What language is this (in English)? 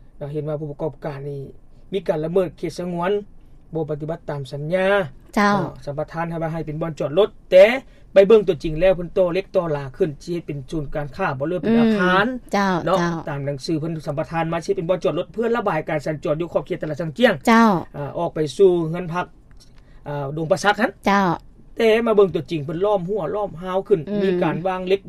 Lao